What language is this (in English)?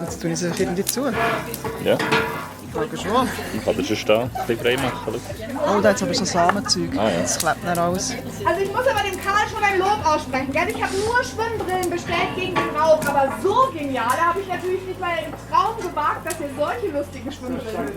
Swiss German